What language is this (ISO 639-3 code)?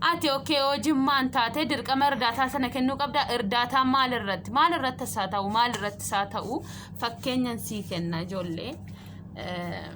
orm